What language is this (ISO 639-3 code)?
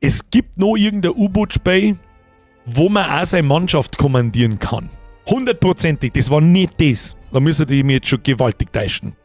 bar